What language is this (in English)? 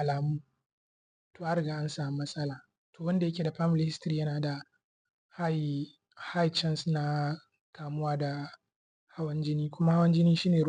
Hausa